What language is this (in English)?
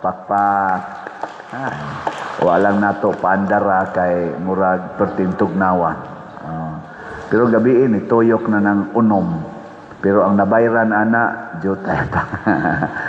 Cebuano